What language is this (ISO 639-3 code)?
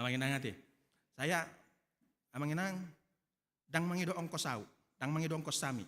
bbc